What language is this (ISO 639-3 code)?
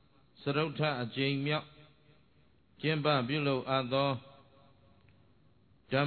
mya